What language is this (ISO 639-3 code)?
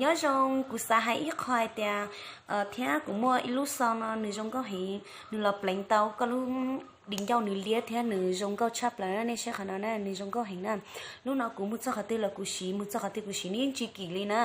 hmn